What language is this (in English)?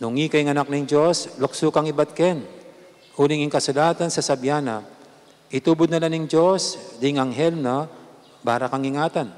Pampanga